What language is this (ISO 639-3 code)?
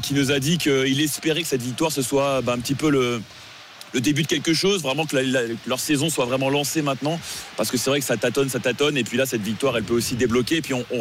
fra